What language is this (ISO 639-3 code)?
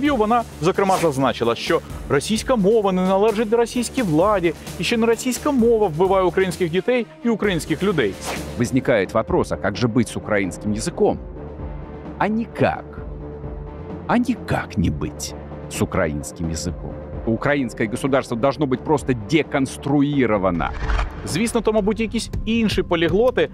ukr